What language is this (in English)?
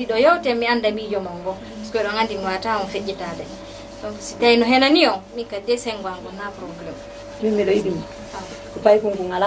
Fula